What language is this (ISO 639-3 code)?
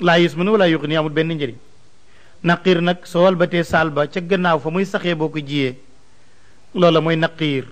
wol